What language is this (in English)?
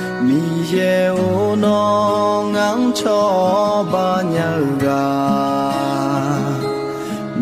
Akha